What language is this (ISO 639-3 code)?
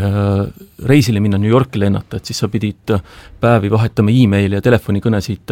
est